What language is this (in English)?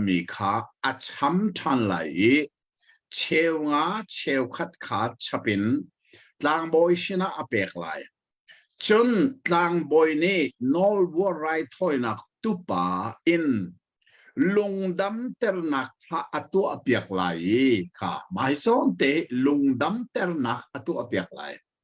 Hakha Chin